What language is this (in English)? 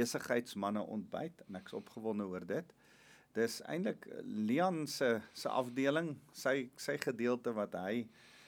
Afrikaans